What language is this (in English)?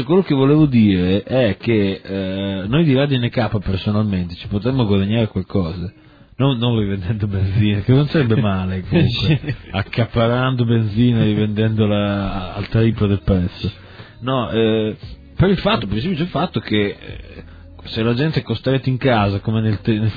Italian